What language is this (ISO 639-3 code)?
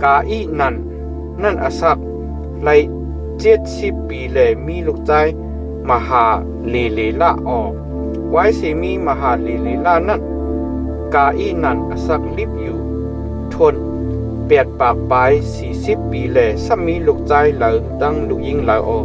shn